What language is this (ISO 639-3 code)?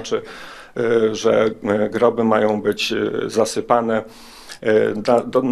pol